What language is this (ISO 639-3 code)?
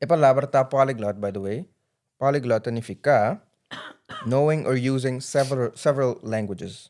pap